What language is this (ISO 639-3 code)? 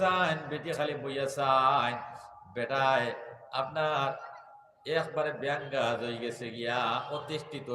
syl